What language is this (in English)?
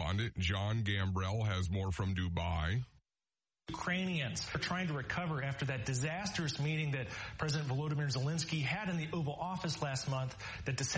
English